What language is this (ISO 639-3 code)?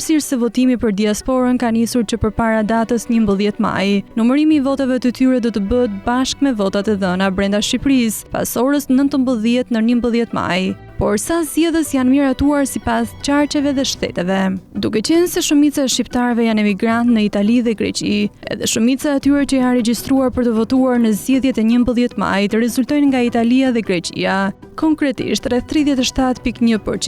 sqi